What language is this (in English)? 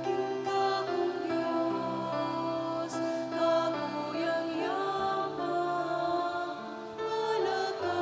Pampanga